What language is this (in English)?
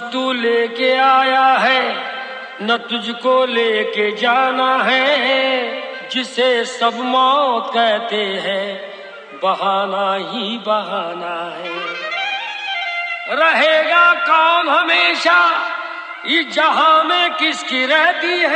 Hindi